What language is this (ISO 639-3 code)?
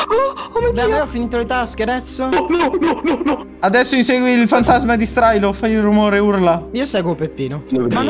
ita